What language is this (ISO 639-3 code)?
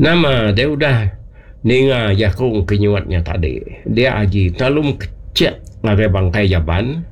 iba